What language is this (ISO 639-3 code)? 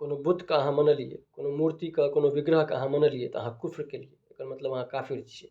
mai